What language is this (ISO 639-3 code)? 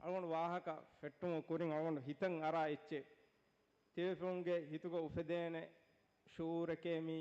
div